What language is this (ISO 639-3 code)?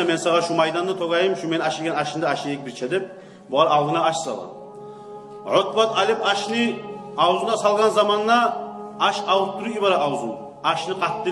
kum